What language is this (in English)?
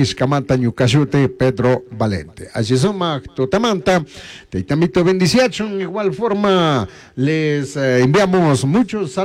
Chimborazo Highland Quichua